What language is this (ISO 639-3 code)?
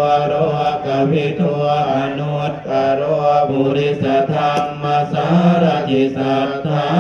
pli